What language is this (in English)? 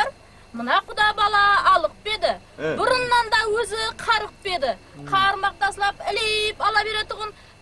Kara-Kalpak